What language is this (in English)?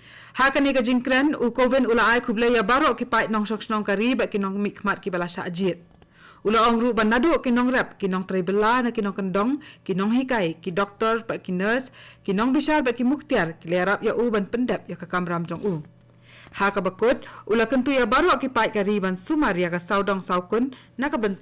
Khasi